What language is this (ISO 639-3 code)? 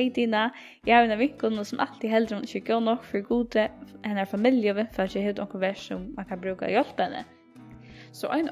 fao